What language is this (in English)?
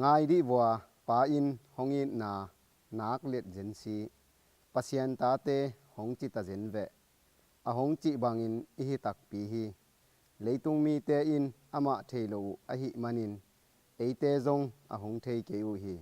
Tedim Chin